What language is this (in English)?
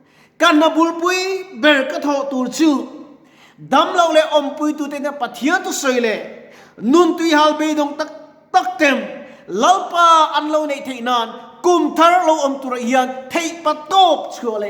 Mizo